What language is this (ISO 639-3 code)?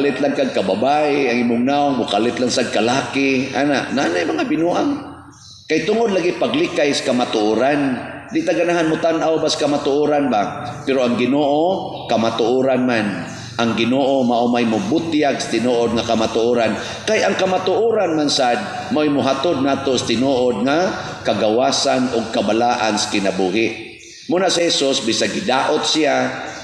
ceb